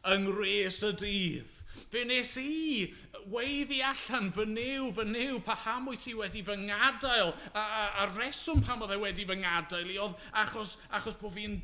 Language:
Welsh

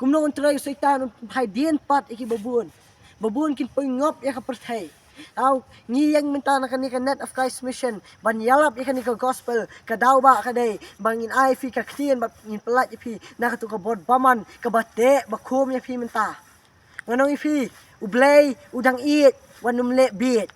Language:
Khasi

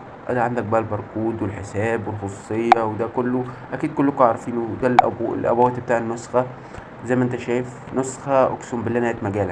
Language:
Egyptian Arabic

